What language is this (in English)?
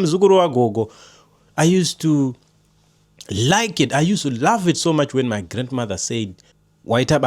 Shona